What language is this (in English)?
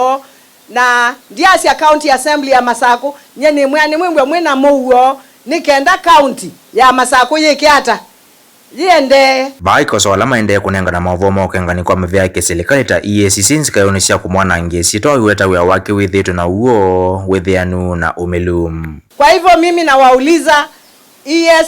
Kamba